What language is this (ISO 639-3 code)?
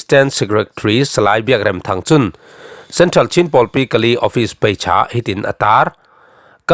cfm